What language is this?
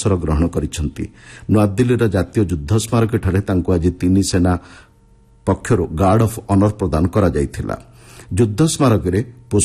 Odia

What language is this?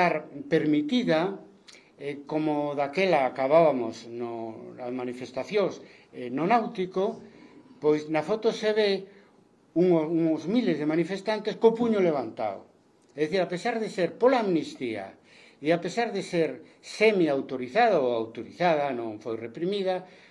Galician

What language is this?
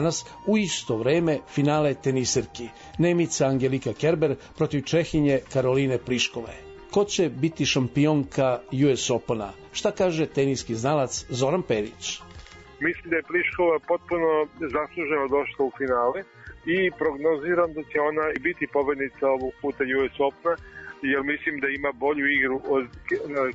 Serbian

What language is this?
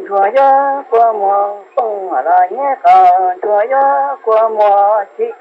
Hmong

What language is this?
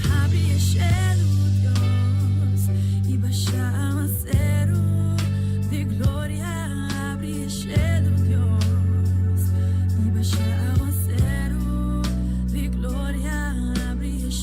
Papiamento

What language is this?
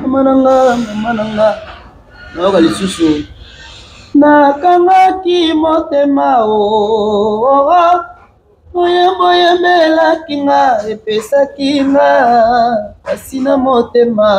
Lingala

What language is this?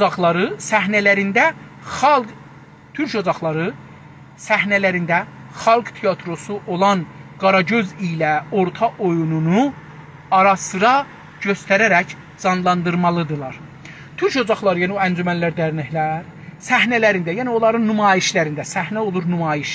South Azerbaijani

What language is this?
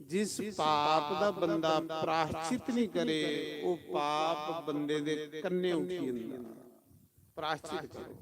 Dogri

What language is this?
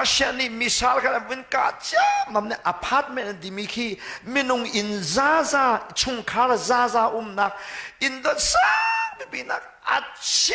Hakha Chin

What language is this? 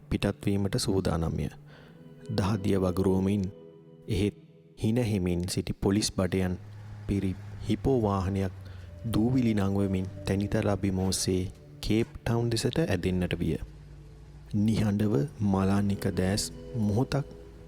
Sinhala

